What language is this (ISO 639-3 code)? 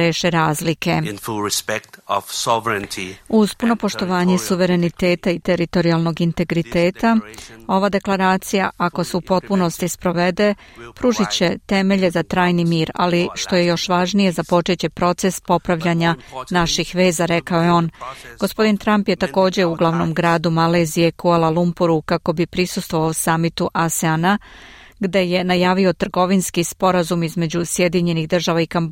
srp